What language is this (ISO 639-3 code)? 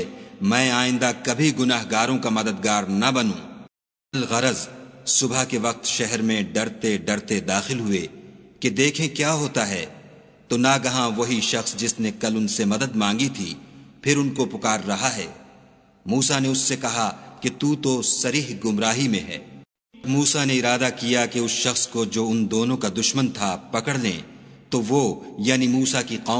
urd